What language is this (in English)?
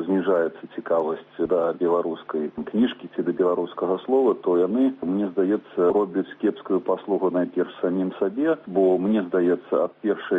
Belarusian